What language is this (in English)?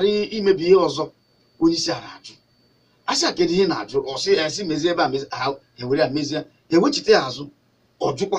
Igbo